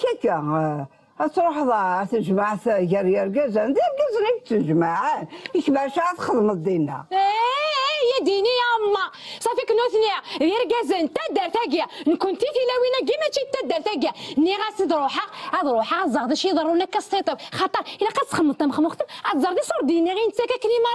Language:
Kabyle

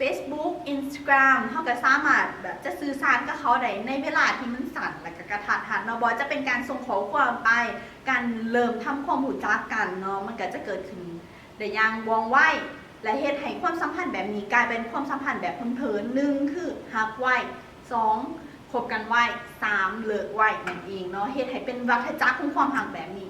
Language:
Lao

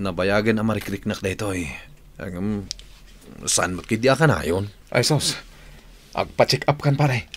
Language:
Iloko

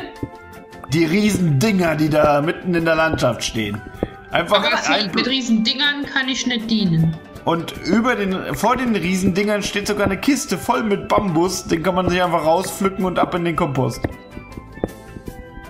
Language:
German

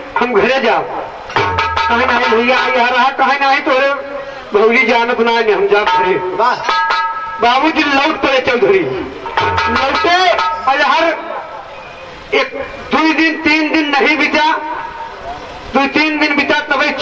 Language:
Bhojpuri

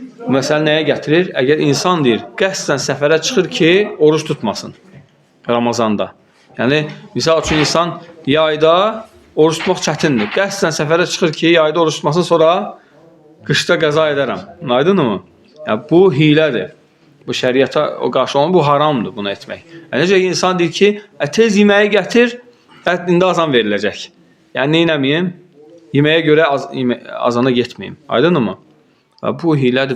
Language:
Azerbaijani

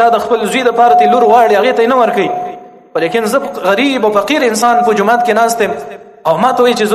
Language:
Pashto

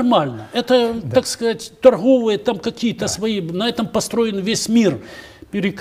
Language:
Russian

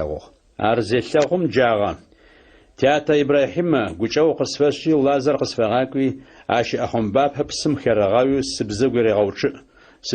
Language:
Adyghe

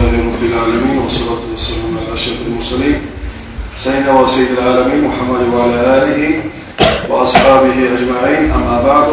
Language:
Kumyk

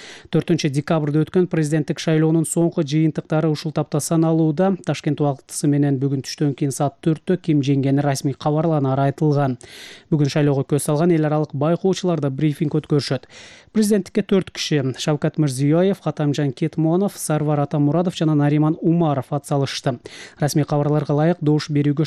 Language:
Kyrgyz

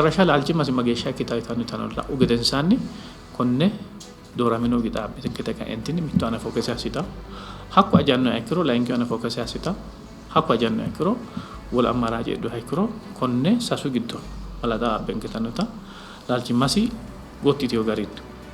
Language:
Sidamo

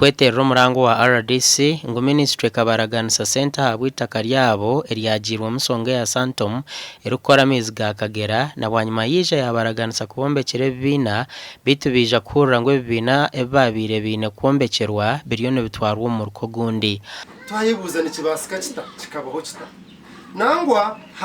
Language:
Nyankole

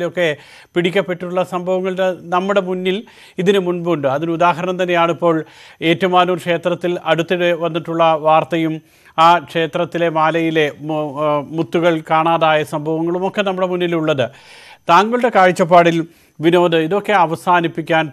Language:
Malayalam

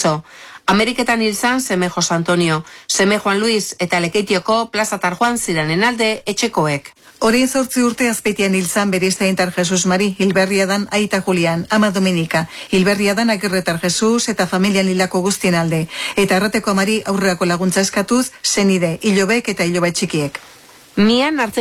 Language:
Basque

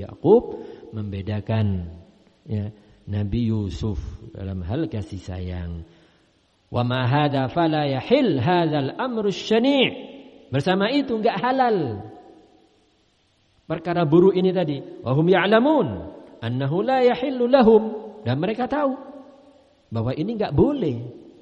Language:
Indonesian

